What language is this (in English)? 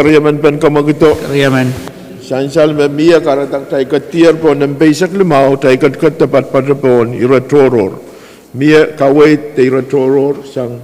Pohnpeian